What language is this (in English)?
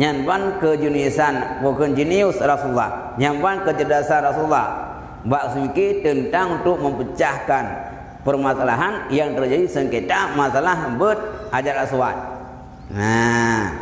Achinese